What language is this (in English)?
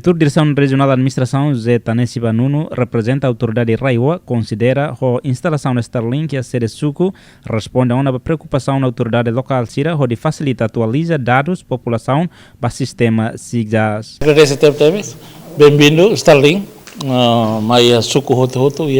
Tetum